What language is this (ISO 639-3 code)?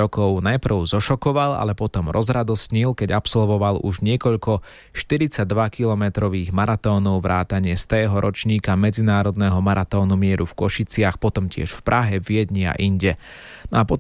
slk